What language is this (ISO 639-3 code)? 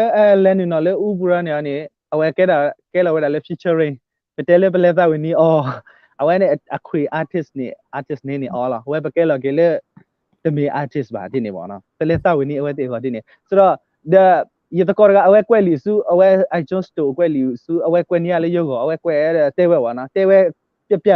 ksw